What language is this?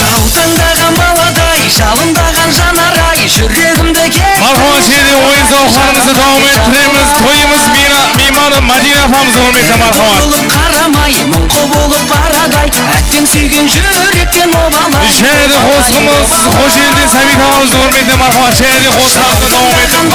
Kara-Kalpak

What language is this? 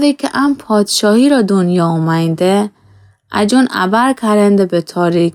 Gilaki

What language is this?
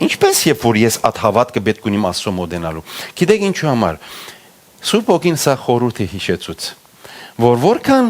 Western Armenian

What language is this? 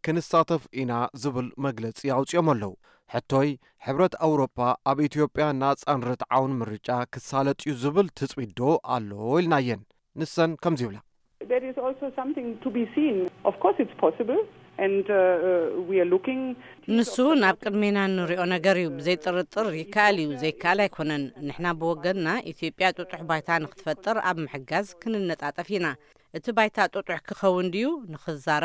Tigrinya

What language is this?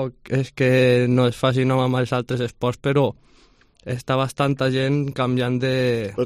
Catalan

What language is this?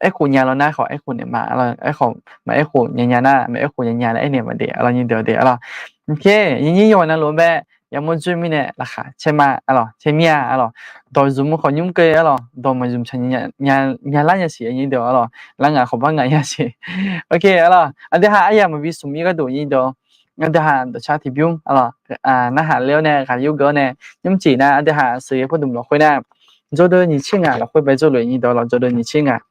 Akha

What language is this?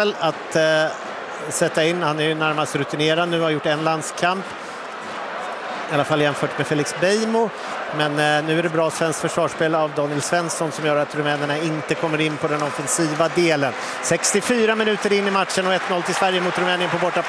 Swedish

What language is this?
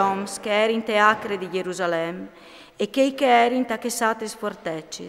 Friulian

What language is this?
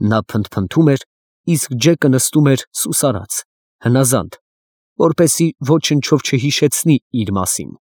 Armenian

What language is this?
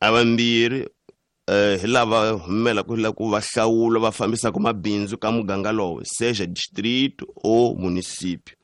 Tsonga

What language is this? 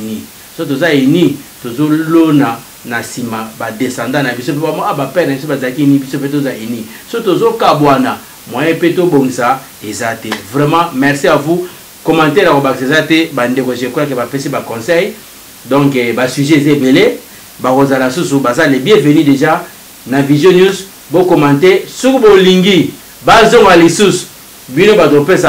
Lingala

